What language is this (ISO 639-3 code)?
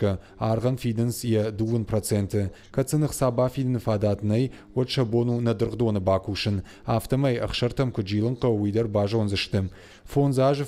oss